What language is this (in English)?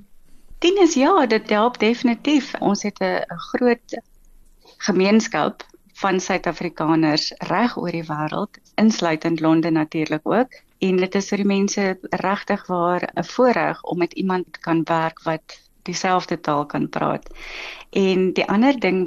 Afrikaans